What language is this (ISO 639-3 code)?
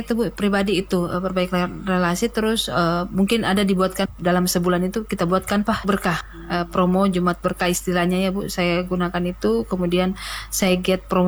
ind